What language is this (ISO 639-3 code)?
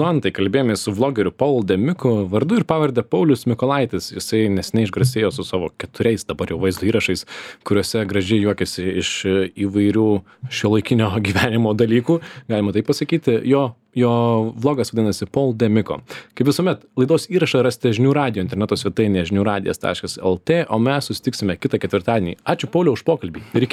lit